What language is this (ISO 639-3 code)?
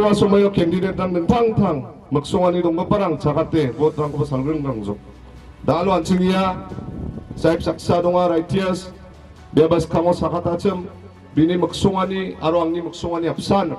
grt